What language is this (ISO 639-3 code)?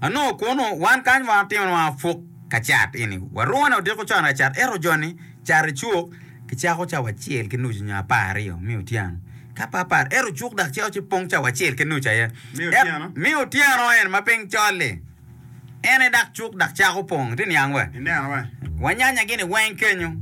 ach